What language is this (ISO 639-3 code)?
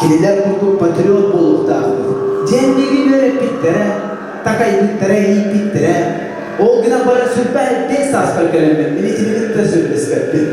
sah